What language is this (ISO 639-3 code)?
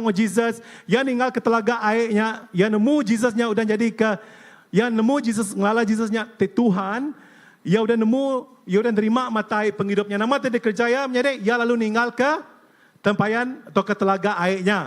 iba